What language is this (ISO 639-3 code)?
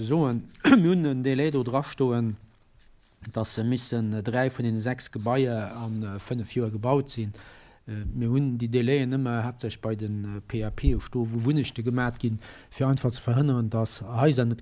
ltz